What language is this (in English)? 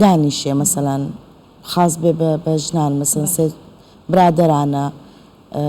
Central Kurdish